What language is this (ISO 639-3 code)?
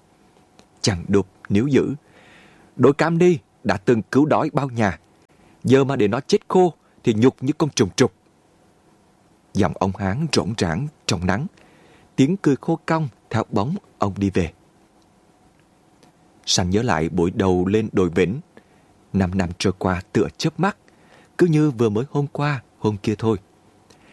vie